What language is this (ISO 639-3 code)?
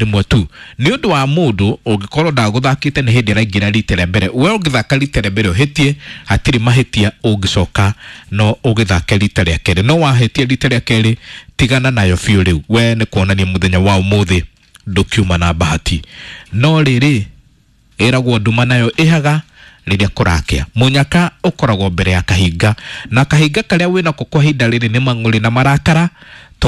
kik